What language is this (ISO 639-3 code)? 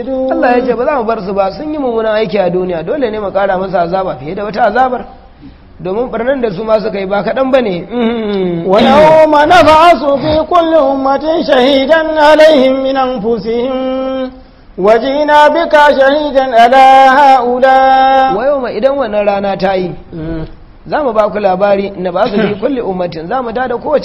hau